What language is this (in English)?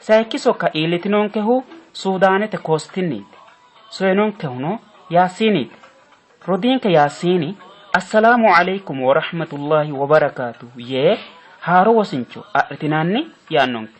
Sidamo